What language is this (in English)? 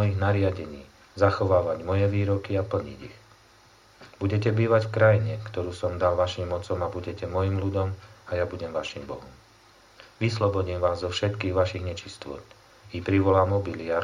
Slovak